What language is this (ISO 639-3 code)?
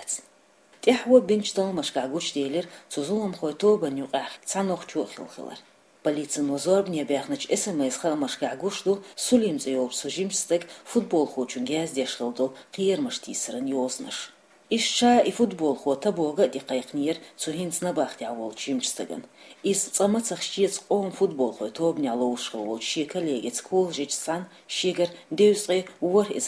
che